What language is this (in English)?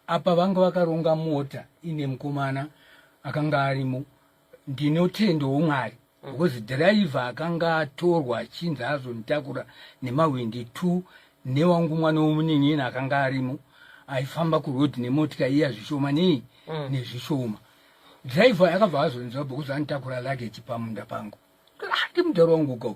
Shona